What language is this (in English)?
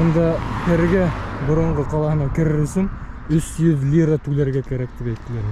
Bashkir